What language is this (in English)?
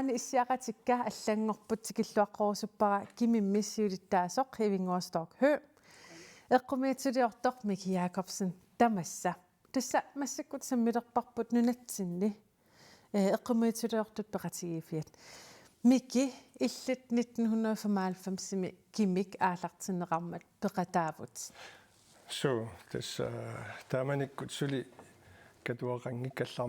Kalaallisut